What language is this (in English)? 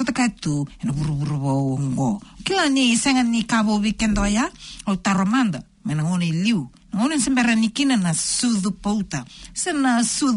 Fijian